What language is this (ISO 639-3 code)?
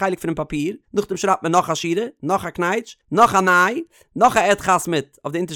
yid